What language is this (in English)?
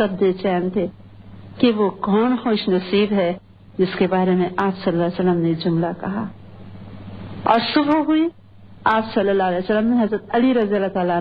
Urdu